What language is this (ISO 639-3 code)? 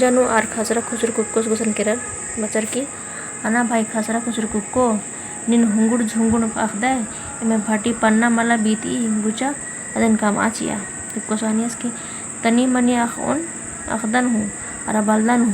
kru